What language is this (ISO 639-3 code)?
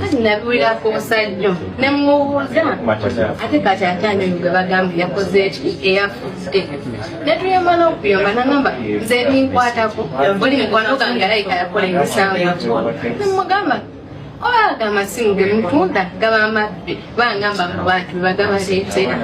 lug